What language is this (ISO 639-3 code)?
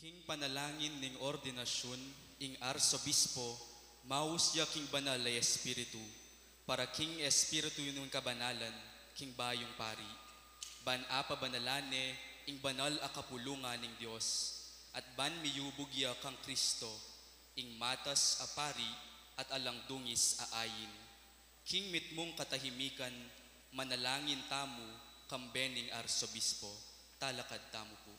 pam